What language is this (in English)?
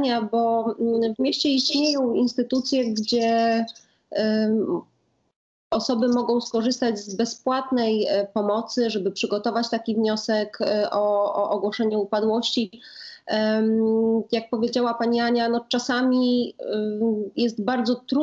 Polish